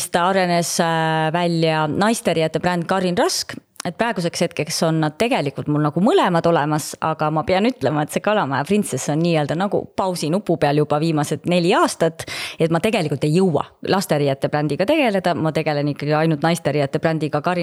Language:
Estonian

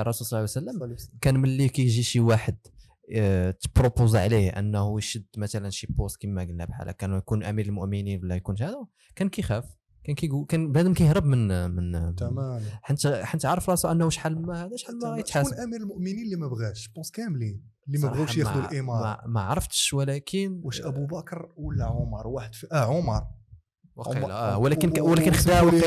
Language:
Moroccan Arabic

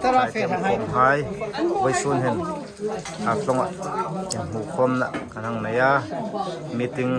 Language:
Hmar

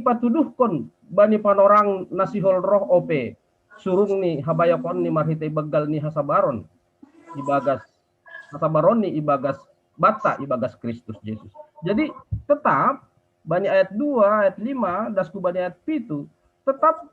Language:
Batak Simalungun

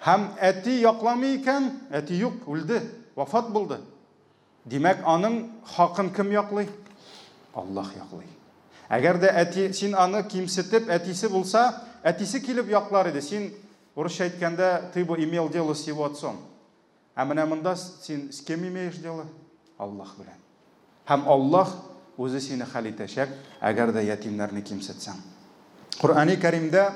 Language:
Tatar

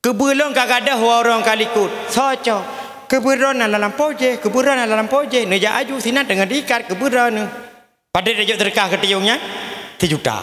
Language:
Achinese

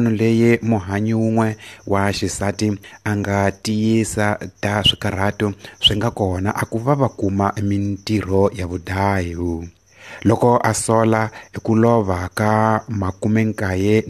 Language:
Tsonga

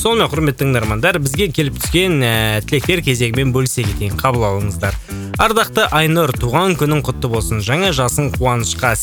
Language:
Kazakh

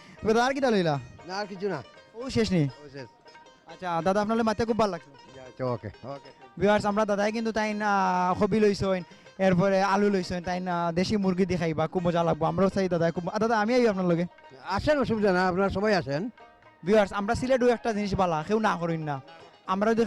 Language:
Sylheti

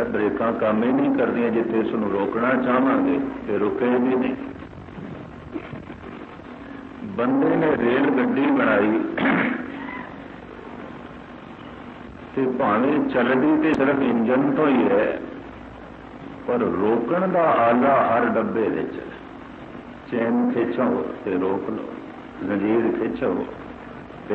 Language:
Punjabi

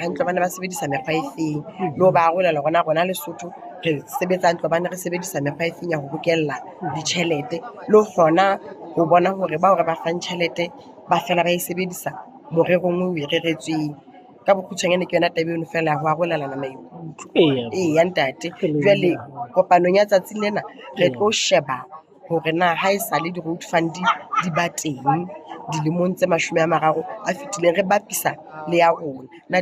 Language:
Southern Sotho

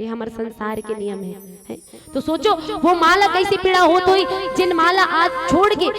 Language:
Chhattisgarhi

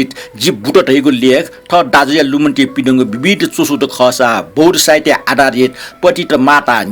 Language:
Newari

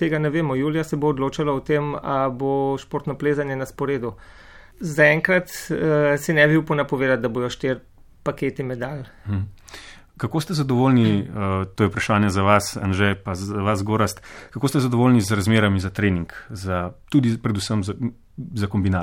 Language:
Slovenian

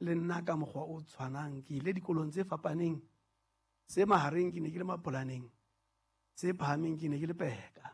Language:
Southern Sotho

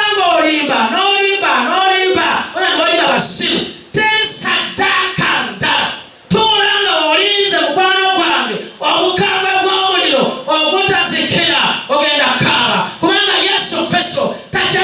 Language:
Ganda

